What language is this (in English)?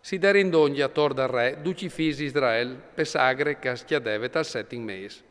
Friulian